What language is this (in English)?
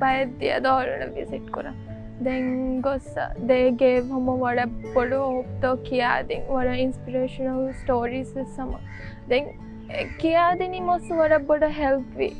Divehi